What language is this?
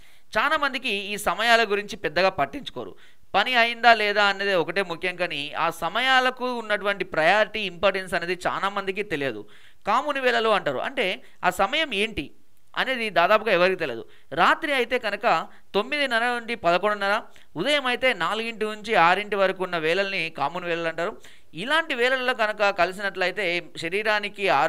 Telugu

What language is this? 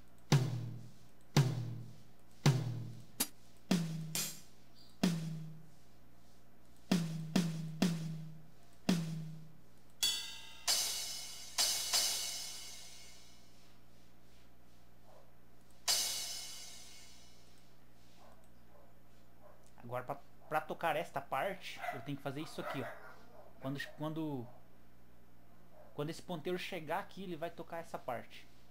Portuguese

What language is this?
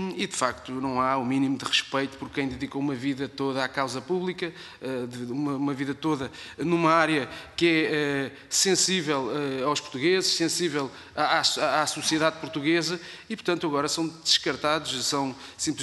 Portuguese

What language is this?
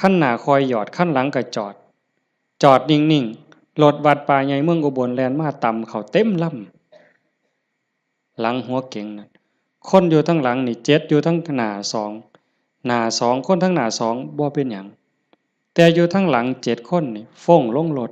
Northeastern Thai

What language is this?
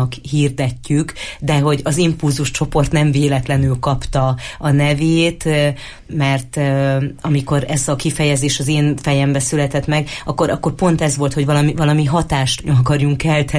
Hungarian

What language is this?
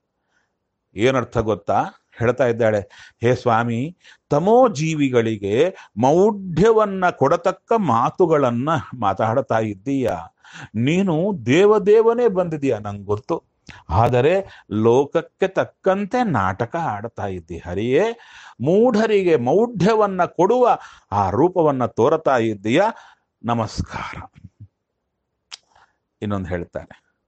Kannada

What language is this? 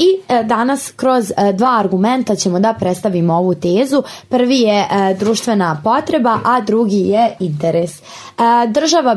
Serbian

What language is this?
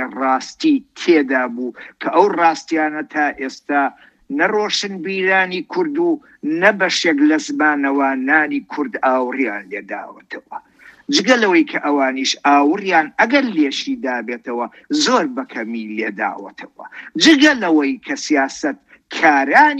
Central Kurdish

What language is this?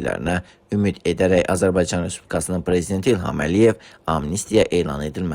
Azerbaijani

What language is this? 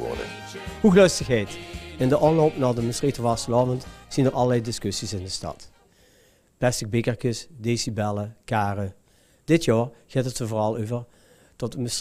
Limburgish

